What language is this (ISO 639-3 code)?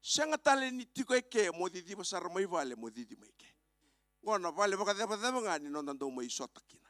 fij